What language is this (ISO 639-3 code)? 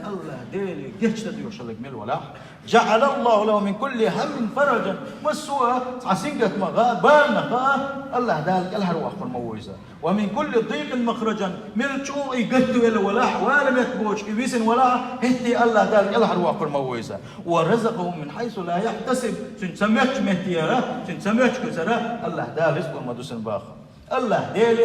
che